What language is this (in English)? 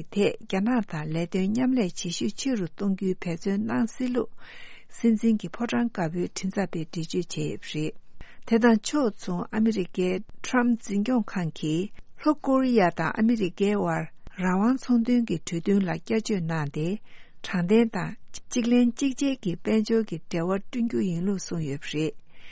Tibetan